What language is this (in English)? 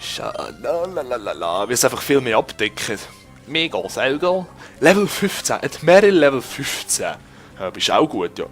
Swiss German